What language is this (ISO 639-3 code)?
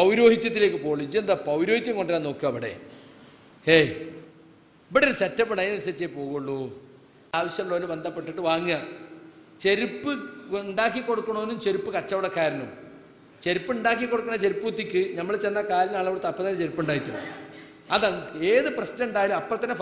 mal